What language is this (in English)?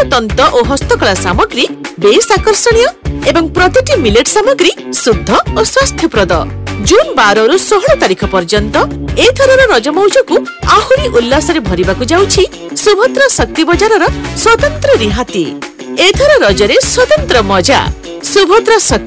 Odia